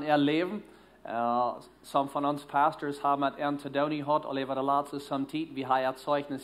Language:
Plautdietsch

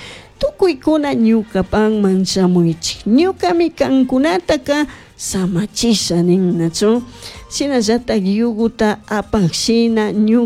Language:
Chimborazo Highland Quichua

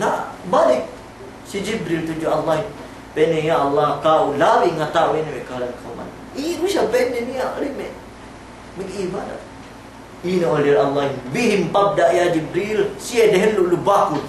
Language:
Yakan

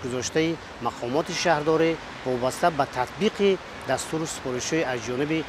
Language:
Tajik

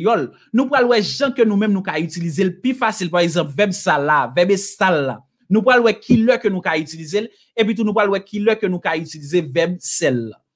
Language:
Haitian Creole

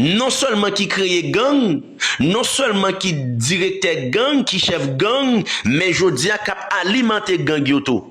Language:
Haitian Creole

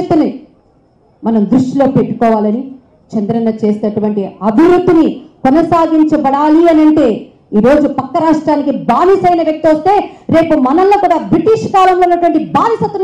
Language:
Telugu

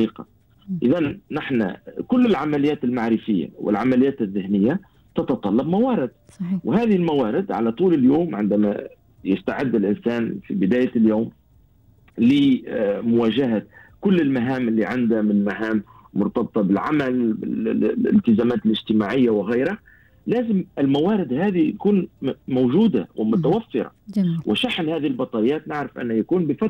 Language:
Gulf Arabic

